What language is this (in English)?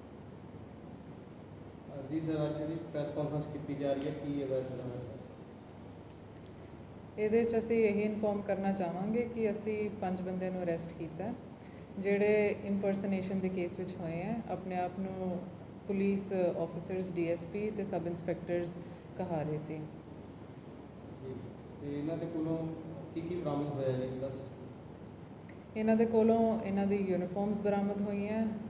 Punjabi